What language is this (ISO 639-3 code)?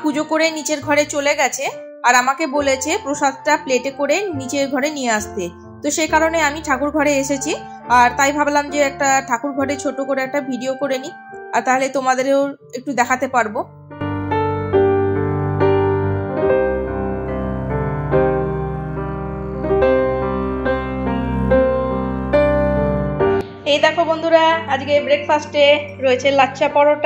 ben